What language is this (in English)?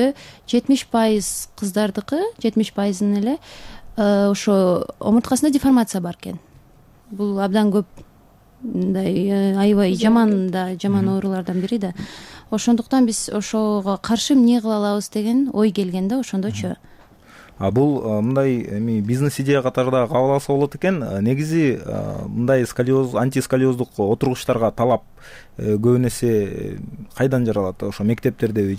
Kyrgyz